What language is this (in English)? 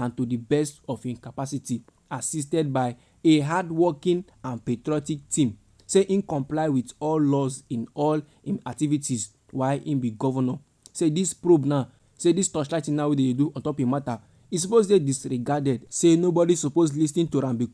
Nigerian Pidgin